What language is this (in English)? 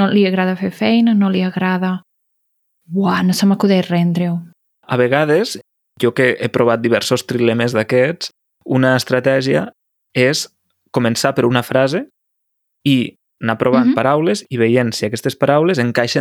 Catalan